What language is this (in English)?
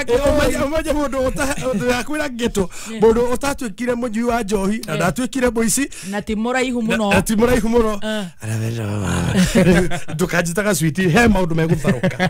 Kikuyu